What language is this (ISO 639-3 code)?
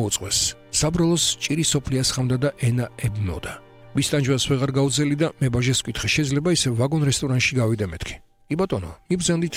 kat